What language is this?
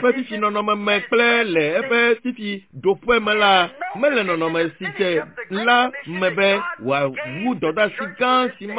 Ewe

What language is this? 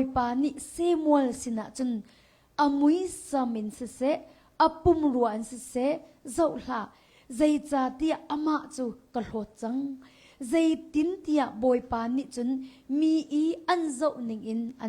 Hakha Chin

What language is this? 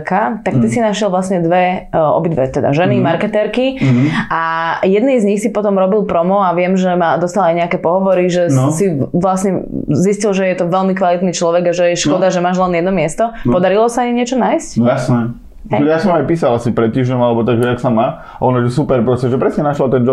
Slovak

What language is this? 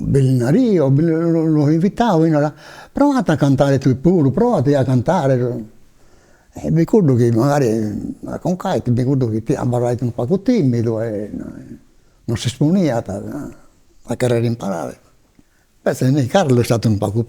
Sardinian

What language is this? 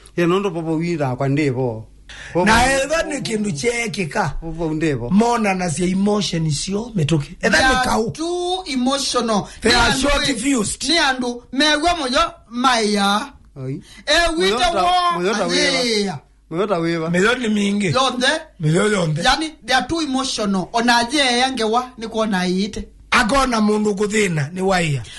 Kamba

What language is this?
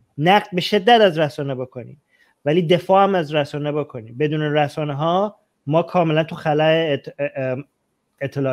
Persian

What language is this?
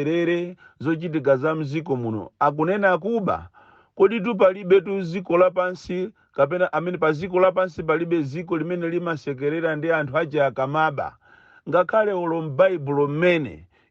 Nyanja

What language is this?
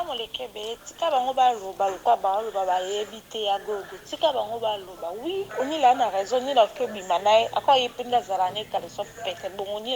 Lingala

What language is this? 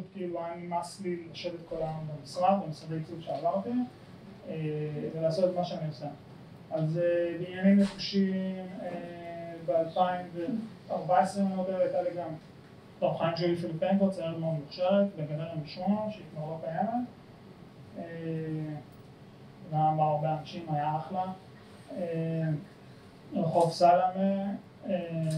Hebrew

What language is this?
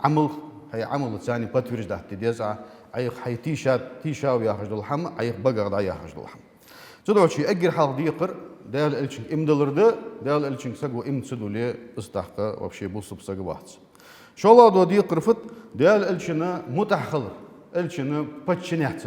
Ingush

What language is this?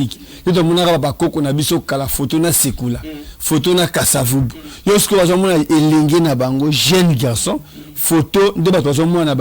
Lingala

